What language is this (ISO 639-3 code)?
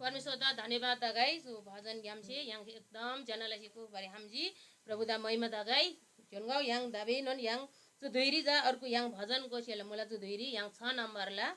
taj